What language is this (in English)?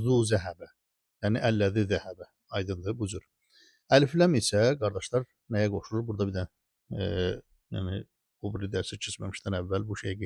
Azerbaijani